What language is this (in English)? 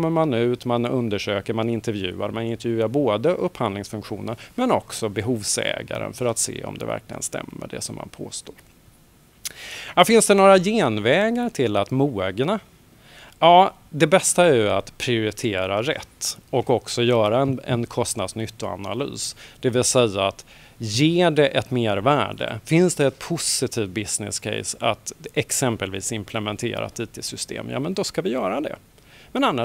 Swedish